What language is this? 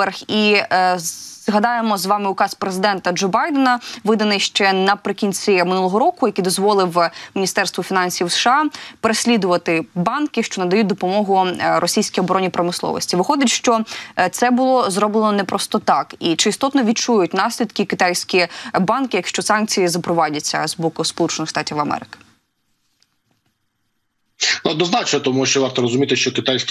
Ukrainian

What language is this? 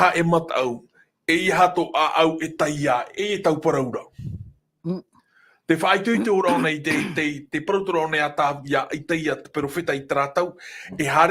Tahitian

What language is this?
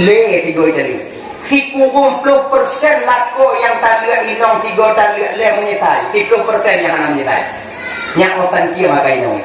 Achinese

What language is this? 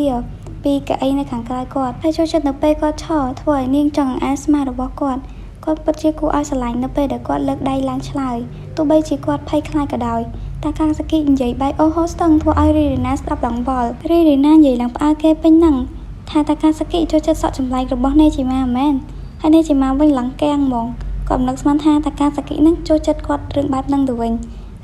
Khmer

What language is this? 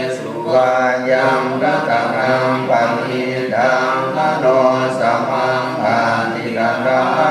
Pali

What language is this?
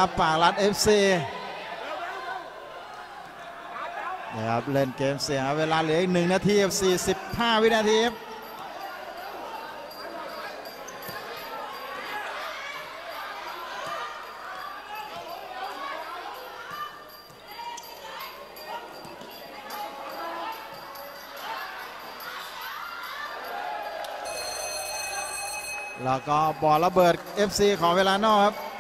Thai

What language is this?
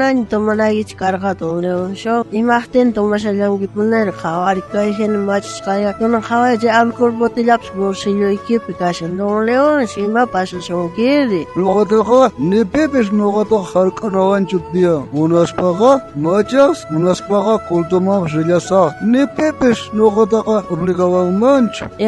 South Bolivian Quechua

